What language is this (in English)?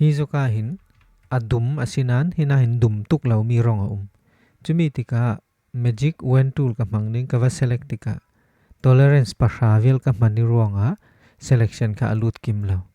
Falam Chin